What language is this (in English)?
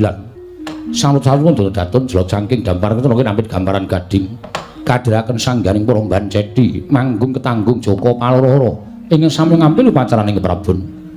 Javanese